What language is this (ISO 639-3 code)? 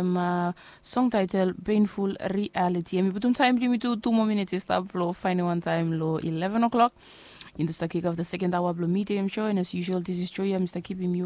bis